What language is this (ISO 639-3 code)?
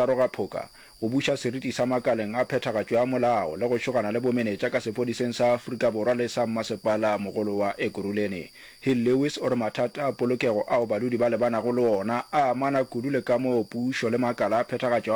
nso